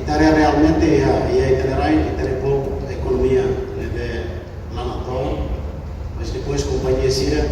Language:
Tetum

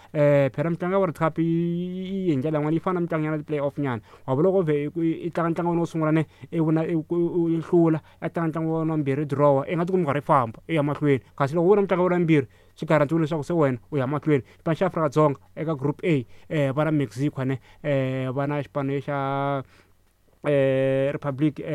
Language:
Tsonga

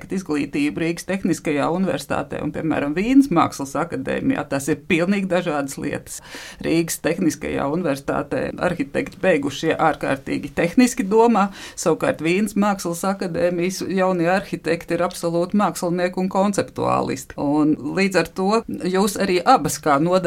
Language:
Latvian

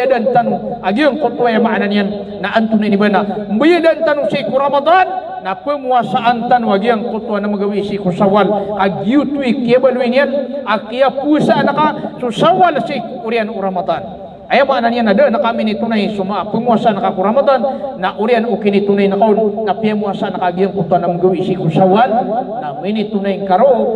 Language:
Maranao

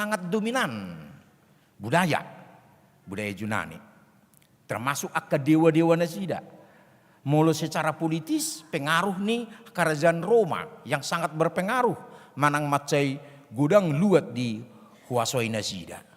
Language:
Batak Toba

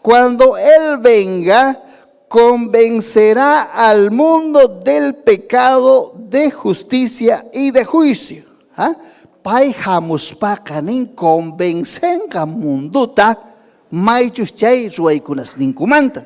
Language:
Ayacucho Quechua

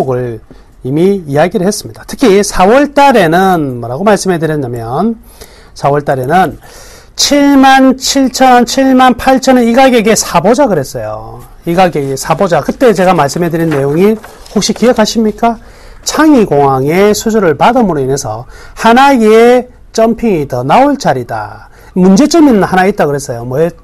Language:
Korean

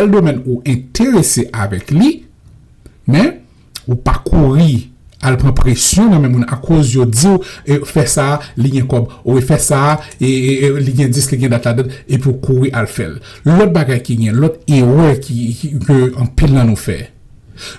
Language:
Haitian Creole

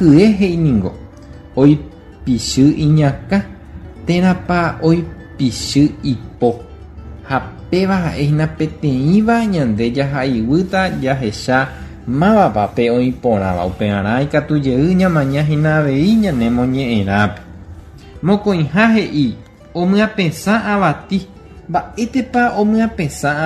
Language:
Guarani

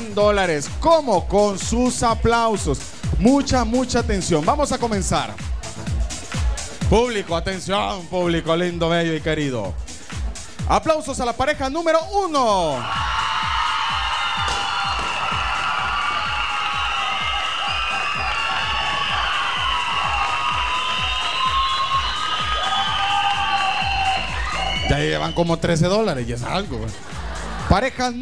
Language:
Spanish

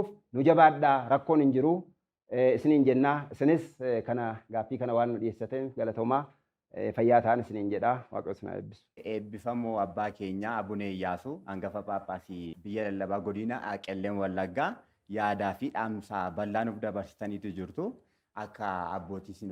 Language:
Oromo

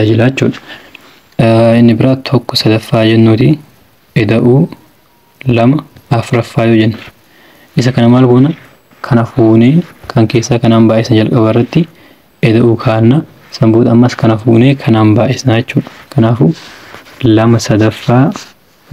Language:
Oromo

